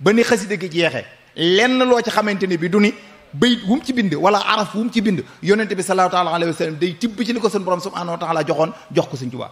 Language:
Wolof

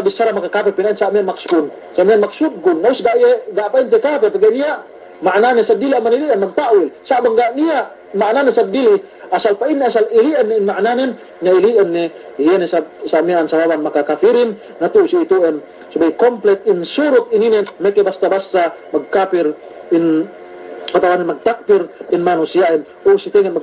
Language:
Yakan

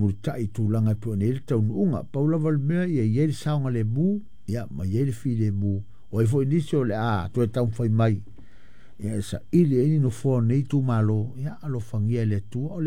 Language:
Samoan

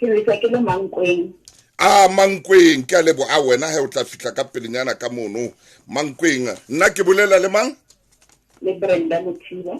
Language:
Southern Sotho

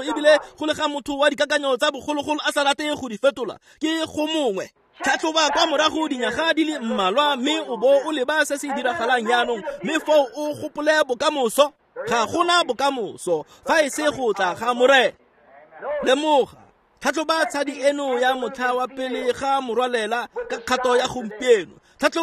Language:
Tswana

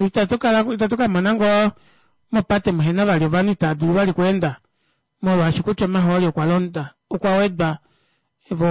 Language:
Kuanyama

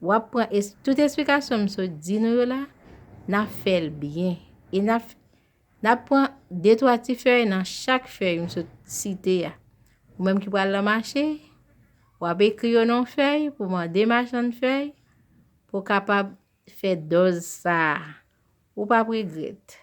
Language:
Haitian Creole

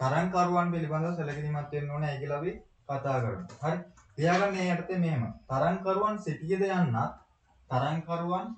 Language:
Sinhala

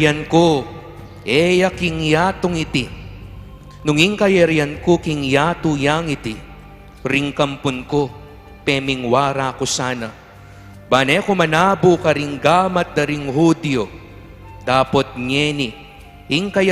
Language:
Pampanga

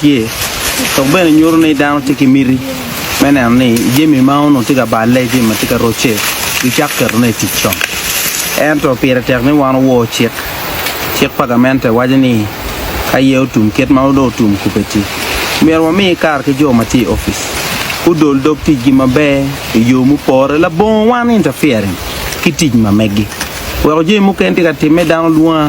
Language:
Acoli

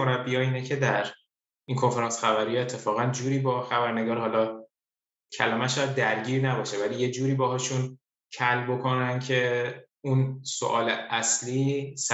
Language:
Persian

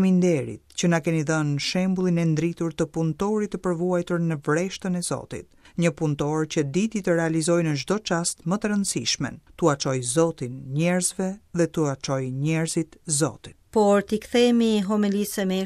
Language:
Albanian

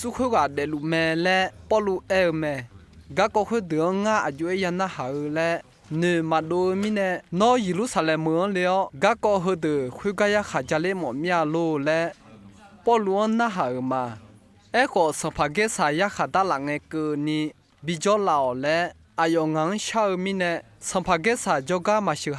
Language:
Akha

